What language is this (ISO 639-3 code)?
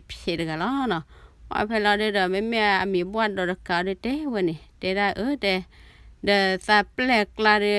ksw